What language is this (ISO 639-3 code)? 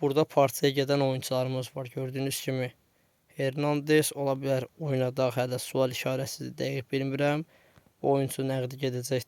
aze